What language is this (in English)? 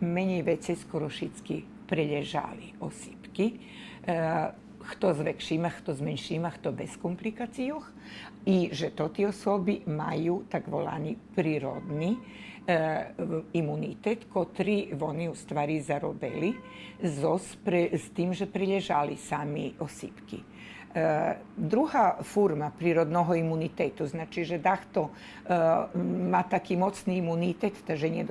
Rusyn